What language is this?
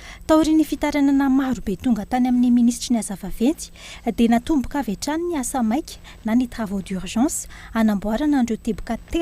Malagasy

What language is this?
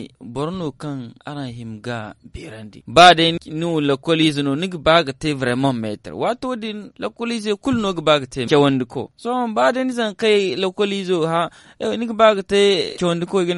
Zarma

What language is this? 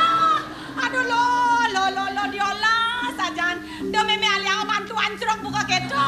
Balinese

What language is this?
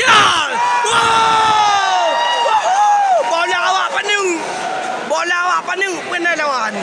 Achinese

